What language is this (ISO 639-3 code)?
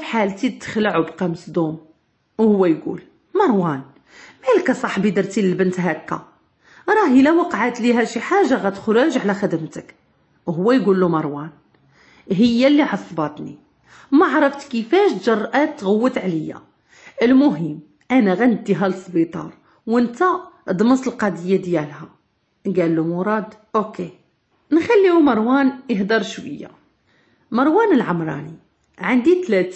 ary